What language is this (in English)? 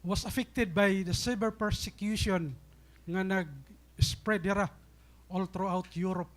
Waray